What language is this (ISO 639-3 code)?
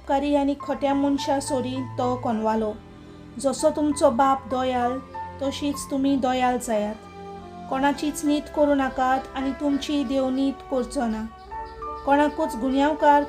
kok